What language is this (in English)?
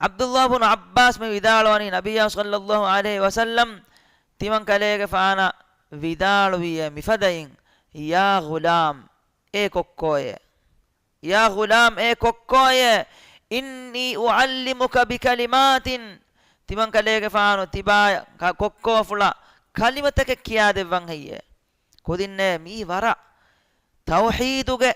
Divehi